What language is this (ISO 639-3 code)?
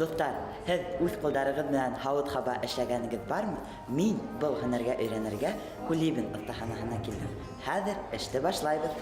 bak